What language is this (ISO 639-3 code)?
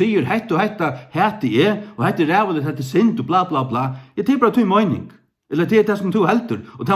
fao